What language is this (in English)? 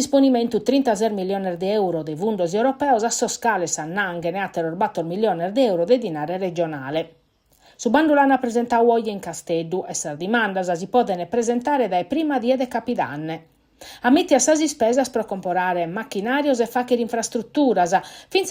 Sardinian